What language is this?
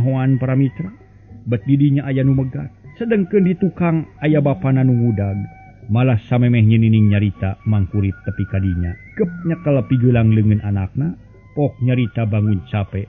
Sundanese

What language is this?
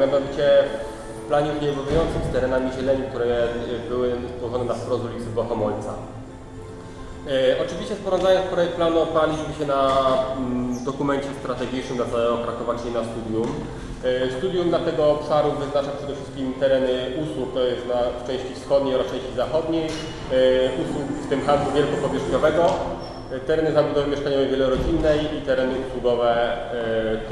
Polish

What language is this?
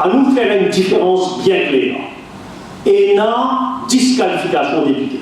Morisyen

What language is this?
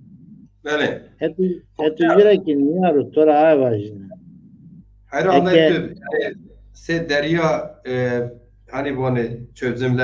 Zaza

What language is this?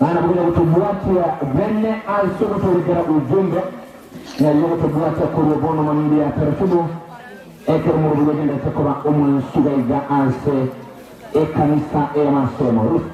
Gusii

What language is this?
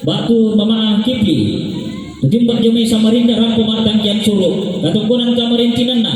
Toraja-Sa'dan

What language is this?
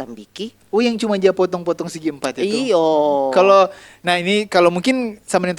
Manado Malay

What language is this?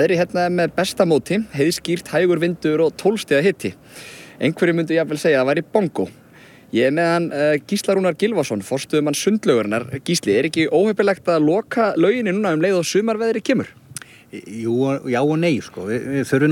Icelandic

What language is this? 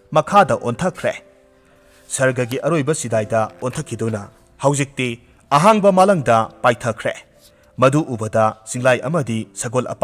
Manipuri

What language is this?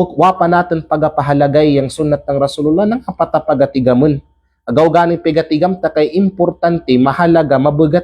Kalagan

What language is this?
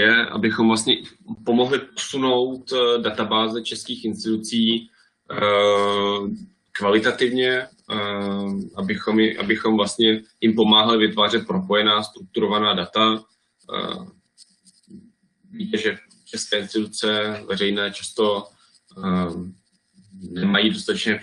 Czech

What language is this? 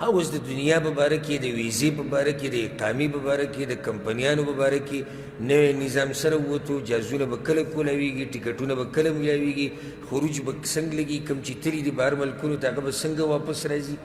Pashto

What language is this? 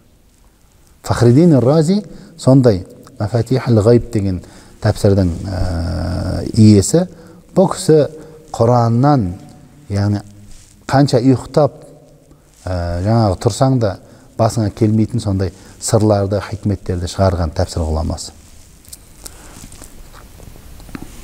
Kazakh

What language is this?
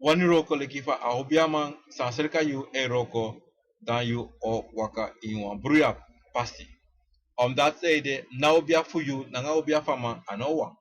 Sranan Tongo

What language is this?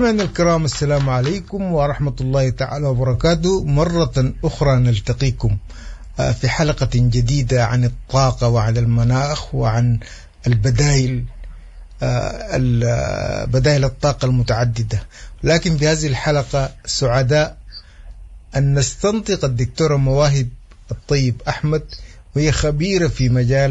Sudanese Arabic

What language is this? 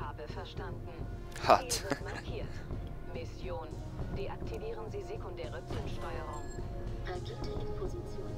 Swiss German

